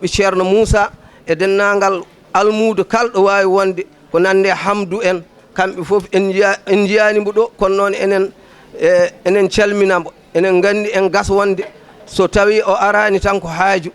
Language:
Fula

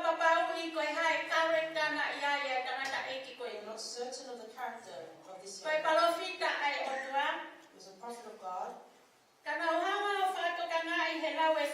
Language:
Tongan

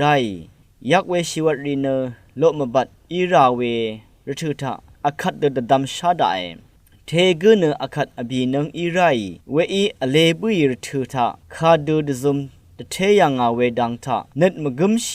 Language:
Rawang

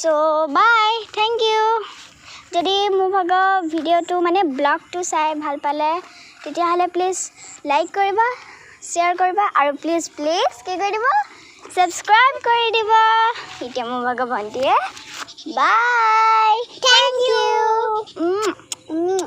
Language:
Assamese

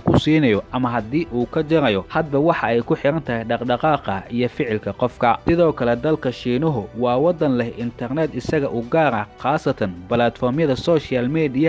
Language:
Somali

